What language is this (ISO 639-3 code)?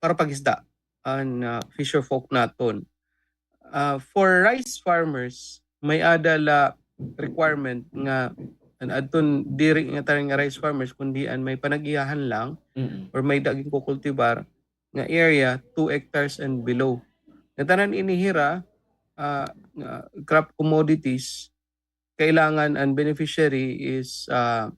war